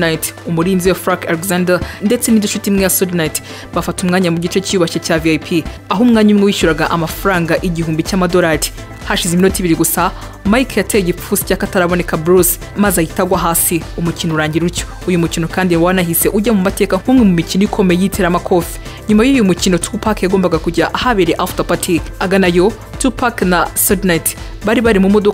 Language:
Kinyarwanda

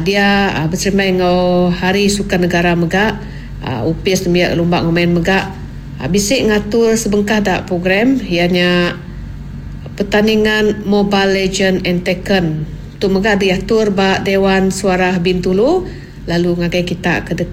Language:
Iban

